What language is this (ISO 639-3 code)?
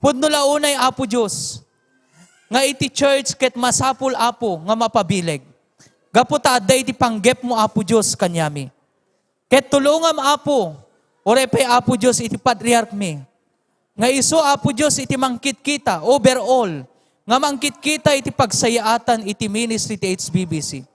ilo